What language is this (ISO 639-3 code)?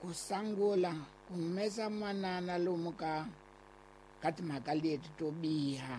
tso